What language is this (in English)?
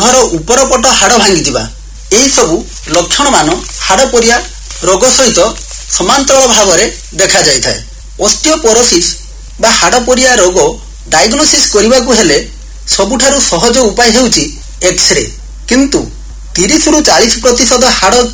Odia